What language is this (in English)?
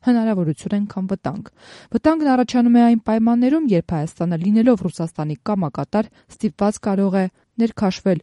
Armenian